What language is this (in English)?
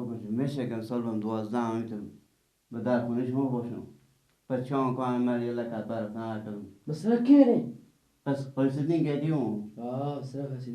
Persian